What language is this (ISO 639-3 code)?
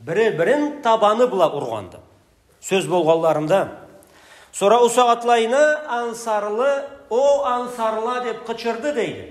krc